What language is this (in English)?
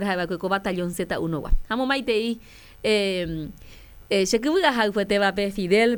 Guarani